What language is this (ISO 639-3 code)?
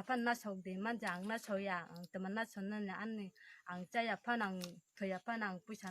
trp